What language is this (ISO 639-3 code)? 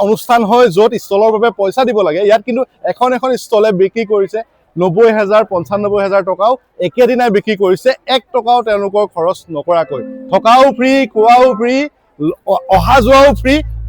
asm